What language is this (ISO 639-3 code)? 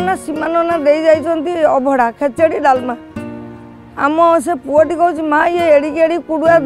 ori